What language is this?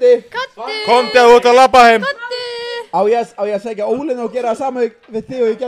Icelandic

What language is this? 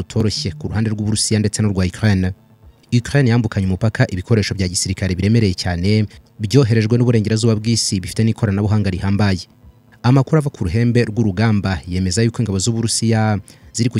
Kinyarwanda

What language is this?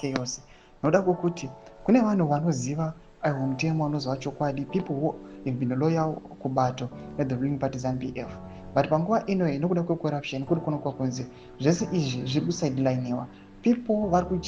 Shona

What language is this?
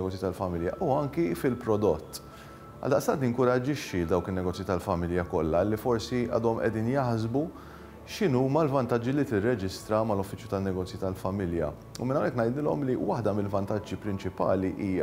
Maltese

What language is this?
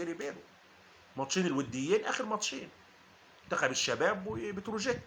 Egyptian Arabic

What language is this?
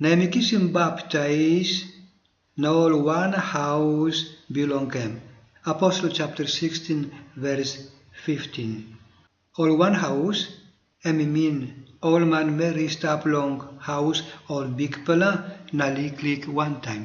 Tok Pisin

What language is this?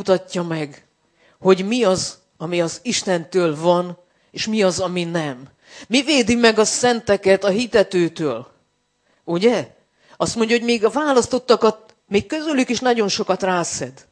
Hungarian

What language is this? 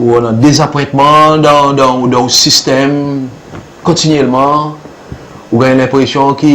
Seselwa Creole French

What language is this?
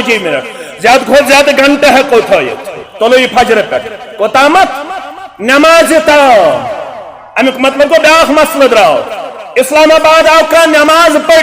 Kashmiri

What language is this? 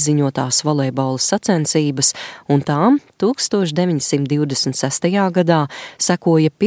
Latvian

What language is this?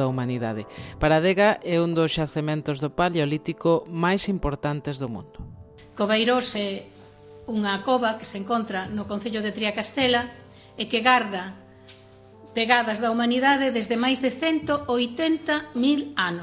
Galician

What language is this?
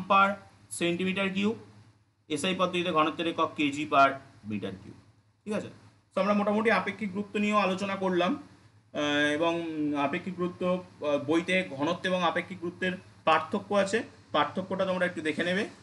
Bangla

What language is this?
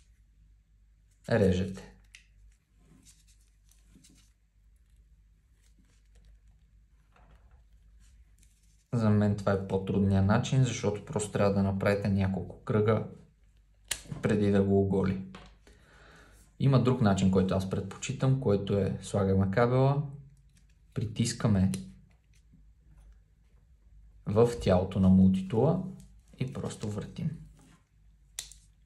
Bulgarian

